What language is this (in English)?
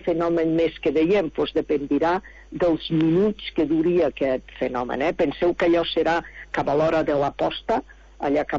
Catalan